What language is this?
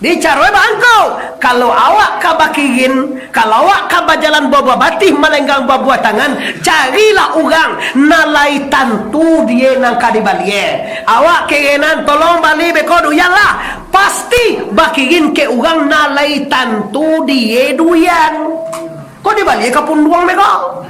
Minangkabau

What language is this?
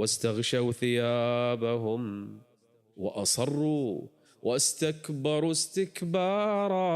Kurdish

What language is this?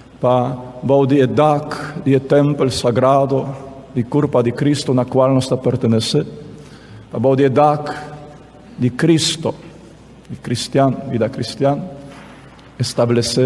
Papiamento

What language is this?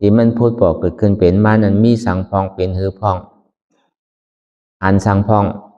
Shan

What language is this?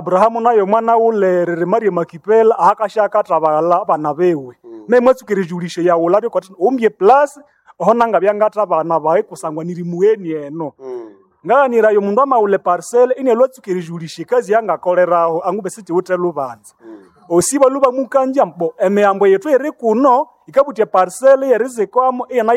Nande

